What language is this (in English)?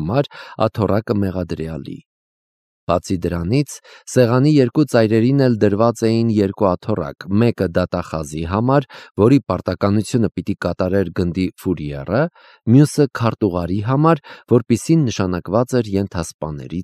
Armenian